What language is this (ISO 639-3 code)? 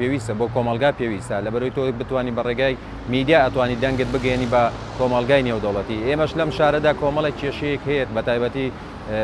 ckb